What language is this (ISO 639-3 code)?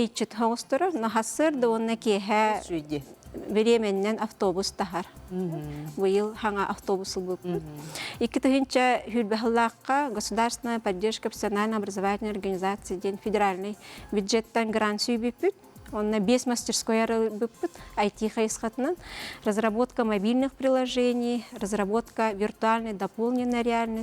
sah